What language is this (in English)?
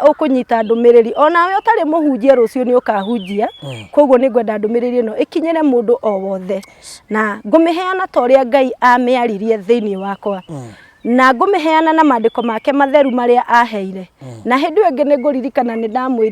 Kikuyu